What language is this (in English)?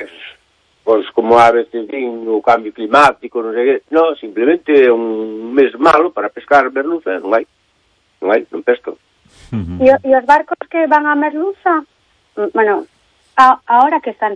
Galician